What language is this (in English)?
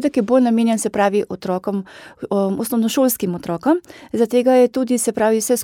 Slovenian